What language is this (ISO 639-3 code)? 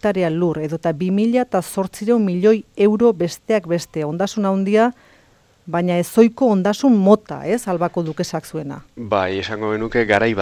eus